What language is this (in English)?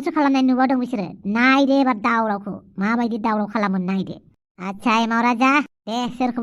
Bodo